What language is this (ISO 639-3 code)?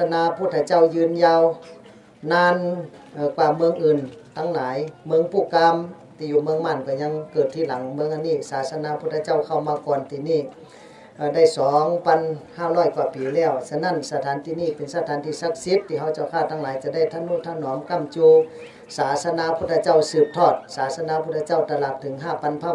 shn